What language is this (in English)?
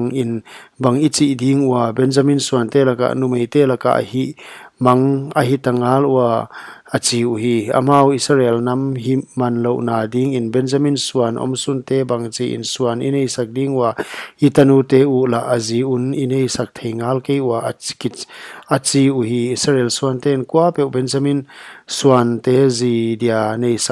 Paite Chin